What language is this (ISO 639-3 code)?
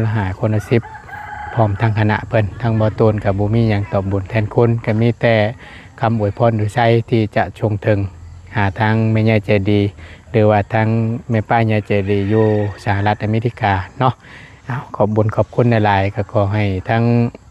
lao